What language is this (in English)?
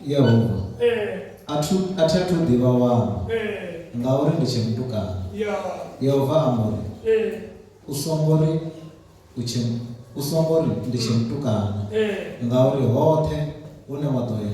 Venda